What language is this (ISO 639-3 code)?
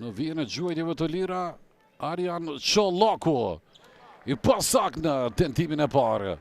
sqi